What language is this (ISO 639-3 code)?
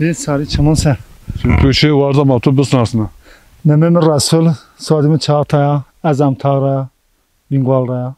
zza